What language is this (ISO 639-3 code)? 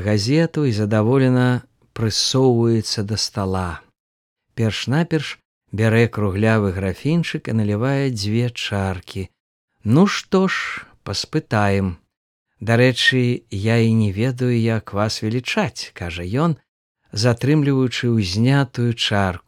bel